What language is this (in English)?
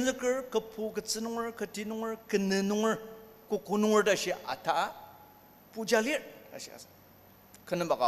Ao Naga